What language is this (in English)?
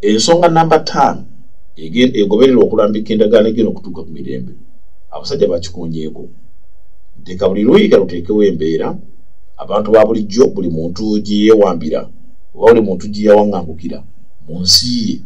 Ganda